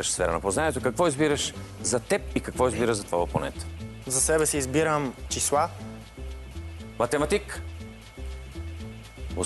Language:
Bulgarian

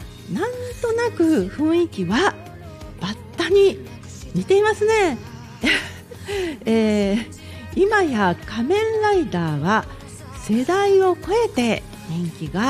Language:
Japanese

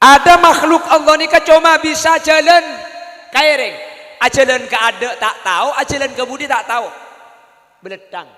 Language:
Madurese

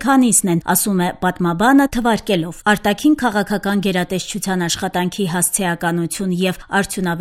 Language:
Armenian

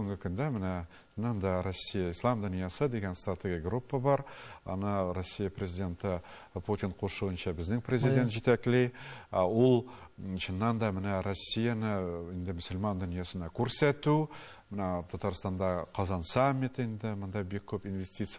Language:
Tatar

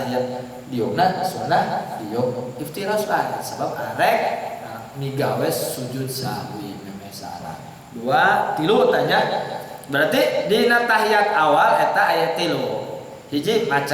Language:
Sundanese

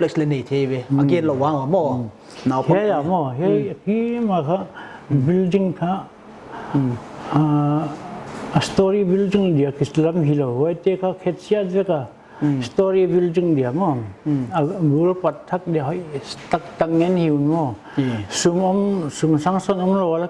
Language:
Paite Chin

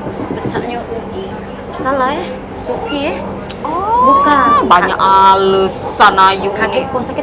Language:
Musi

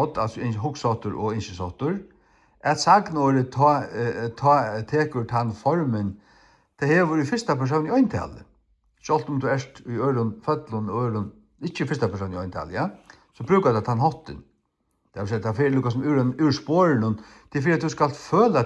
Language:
Faroese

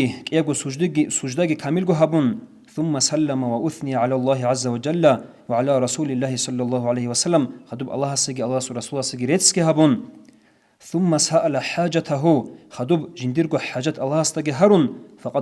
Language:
Avaric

